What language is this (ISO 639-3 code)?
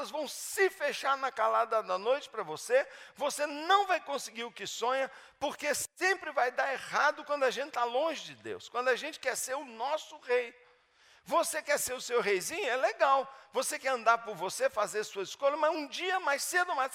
por